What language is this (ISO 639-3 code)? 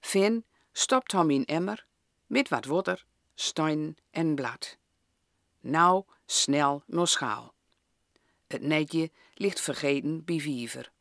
gos